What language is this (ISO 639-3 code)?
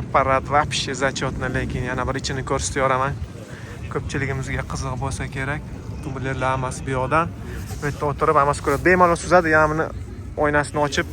uzb